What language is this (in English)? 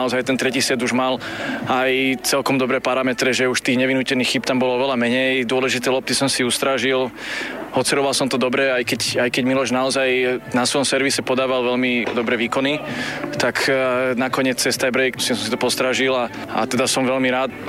Slovak